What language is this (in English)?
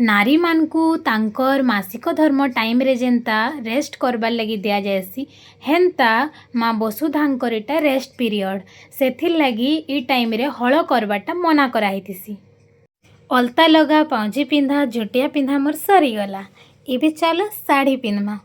Sambalpuri